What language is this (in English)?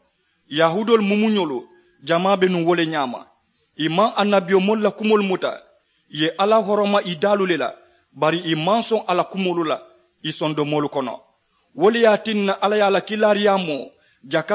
Mandingo